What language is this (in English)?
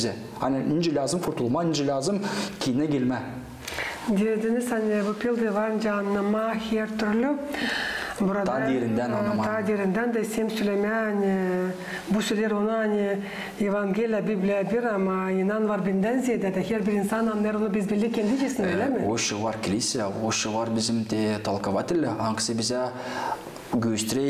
Gagauz